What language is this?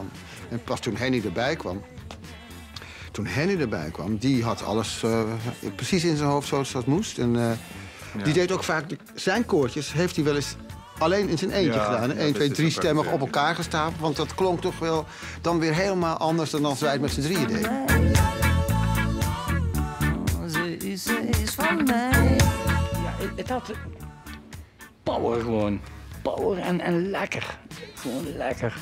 Dutch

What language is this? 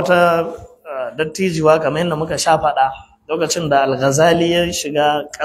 Hausa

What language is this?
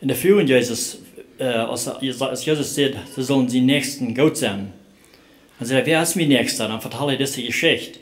Plautdietsch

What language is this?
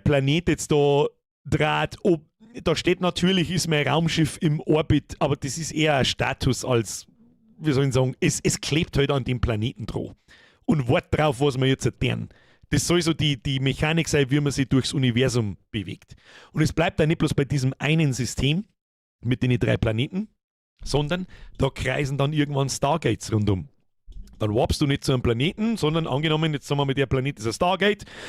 Bavarian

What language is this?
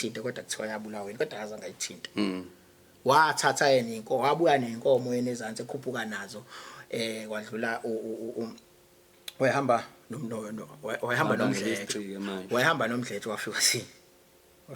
Zulu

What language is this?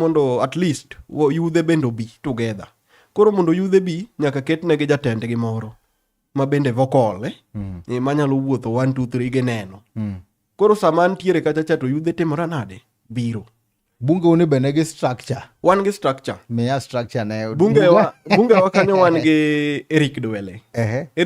Luo (Kenya and Tanzania)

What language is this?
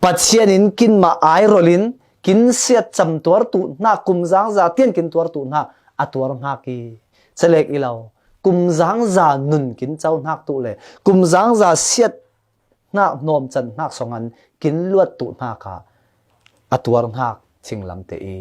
Falam Chin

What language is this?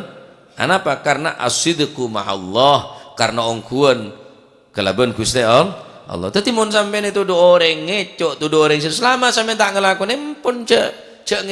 Madurese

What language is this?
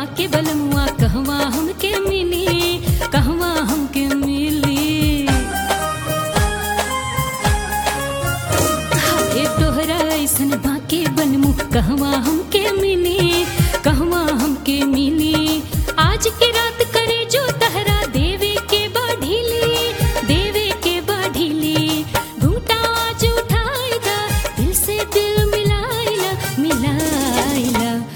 Bhojpuri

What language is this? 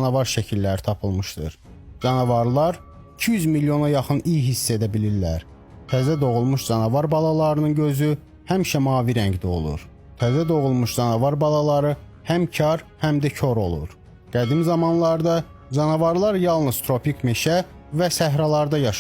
Azerbaijani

